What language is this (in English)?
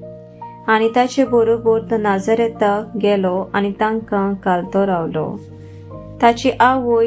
Konkani